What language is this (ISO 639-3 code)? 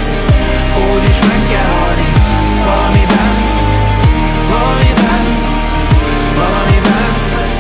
hun